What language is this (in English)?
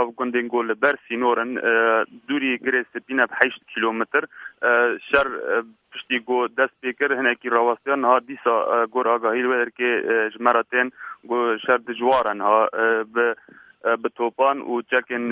Kurdish